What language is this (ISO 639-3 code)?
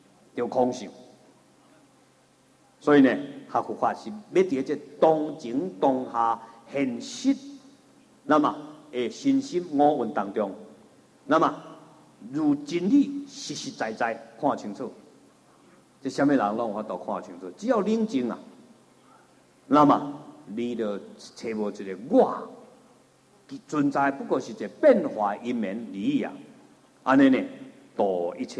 zho